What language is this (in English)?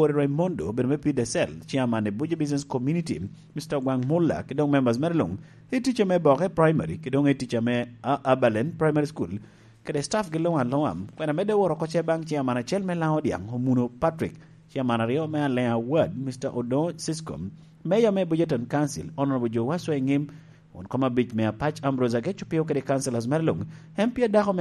Lango (Uganda)